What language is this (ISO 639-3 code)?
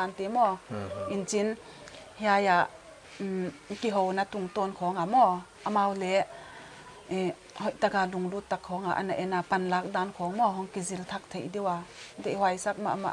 pck